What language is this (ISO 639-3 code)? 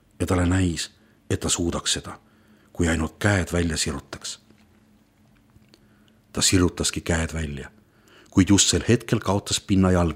est